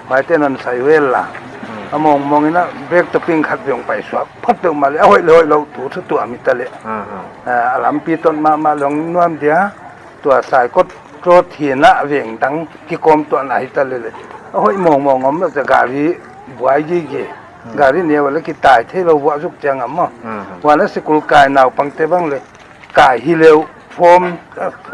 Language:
Paite Chin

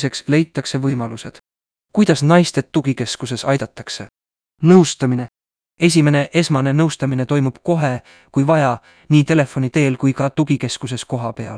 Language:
Estonian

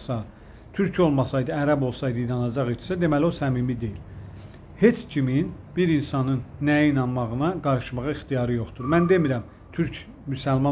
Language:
Azerbaijani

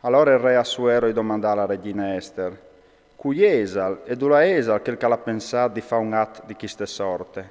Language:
Friulian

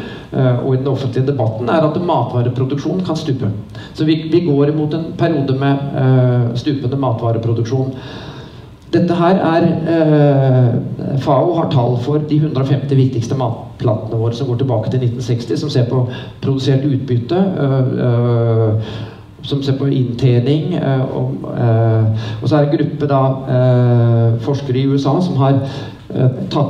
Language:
Norwegian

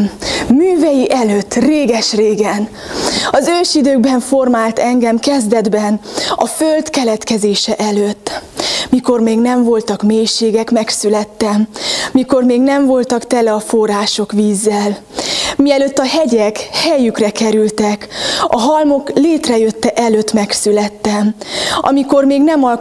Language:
Hungarian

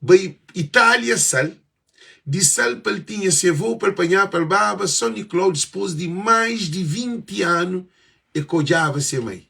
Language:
Kabuverdianu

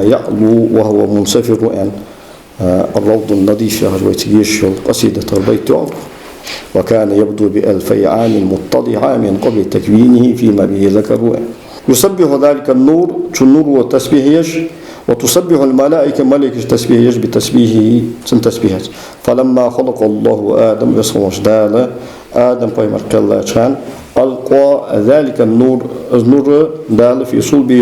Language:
Ingush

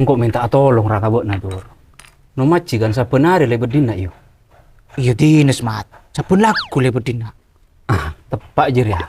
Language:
Madurese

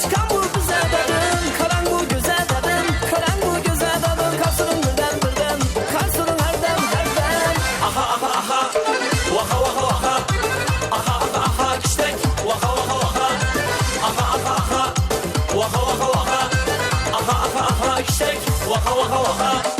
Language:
Kara-Kalpak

